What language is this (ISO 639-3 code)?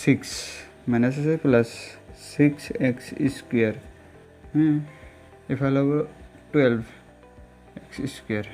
asm